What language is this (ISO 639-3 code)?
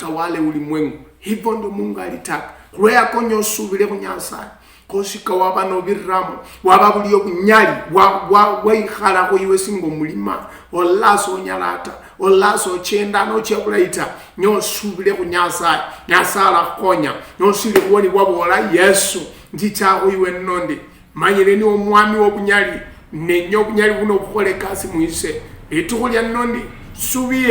luy